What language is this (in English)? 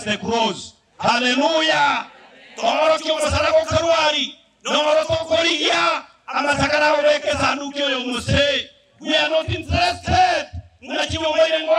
Gusii